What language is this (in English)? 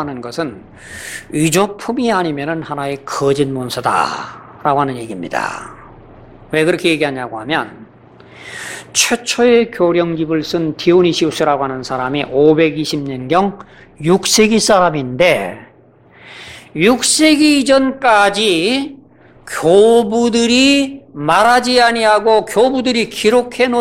Korean